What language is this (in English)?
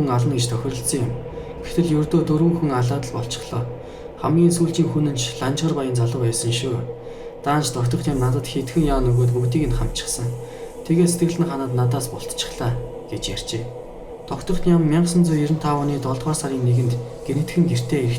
Mongolian